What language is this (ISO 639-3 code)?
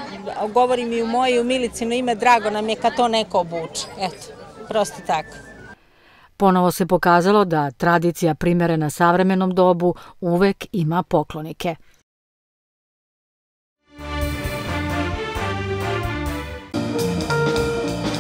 srp